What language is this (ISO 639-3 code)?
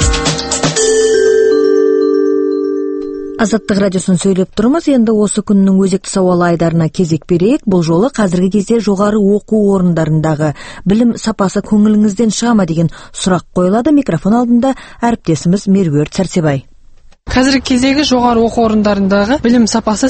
kaz